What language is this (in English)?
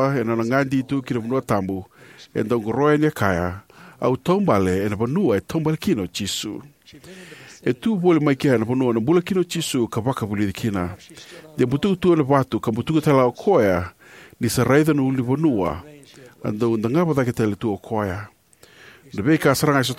Fijian